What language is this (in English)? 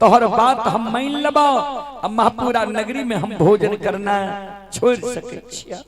Maithili